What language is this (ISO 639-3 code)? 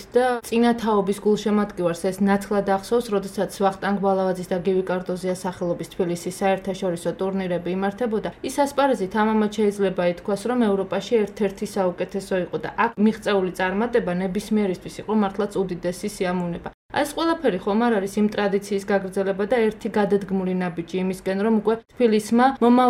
kat